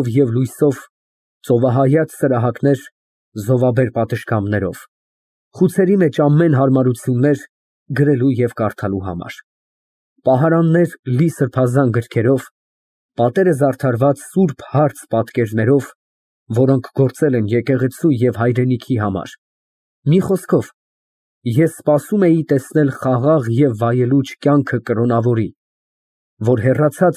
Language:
Armenian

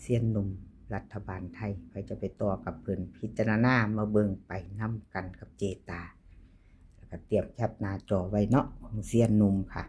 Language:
Lao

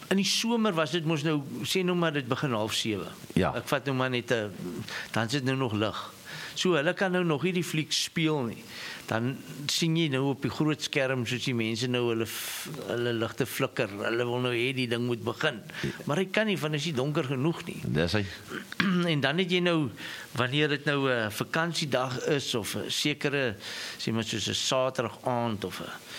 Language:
Afrikaans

